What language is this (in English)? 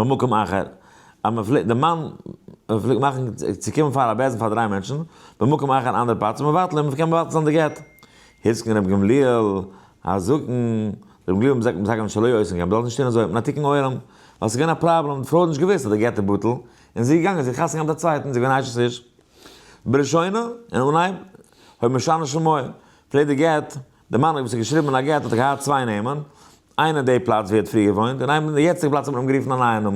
Yiddish